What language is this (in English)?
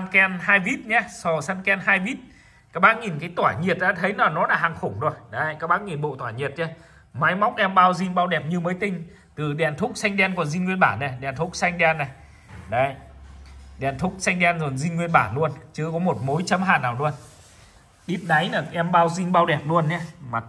Vietnamese